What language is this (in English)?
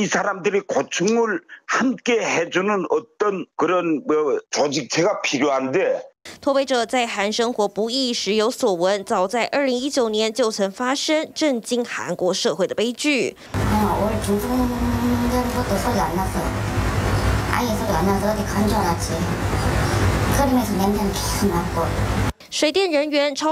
Chinese